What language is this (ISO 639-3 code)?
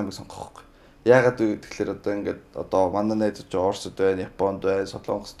mon